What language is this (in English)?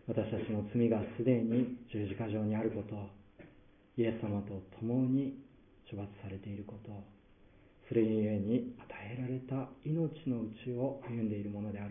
Japanese